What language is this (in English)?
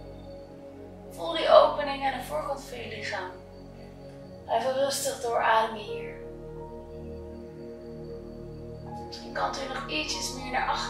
Dutch